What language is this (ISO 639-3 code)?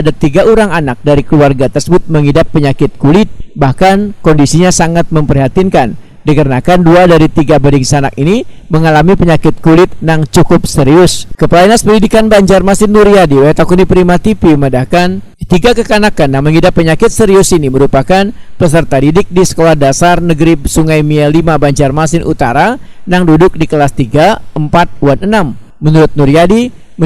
bjn